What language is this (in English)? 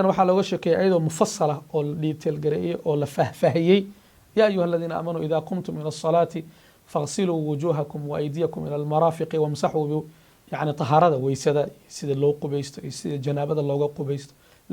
Somali